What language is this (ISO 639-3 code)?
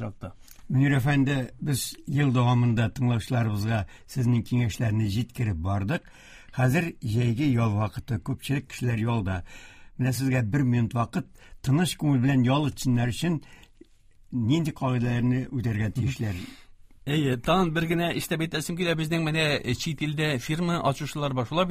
tat